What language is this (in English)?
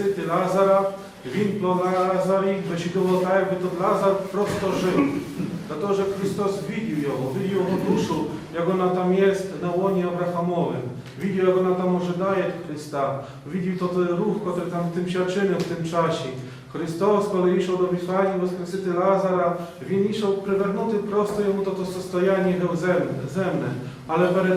Rusyn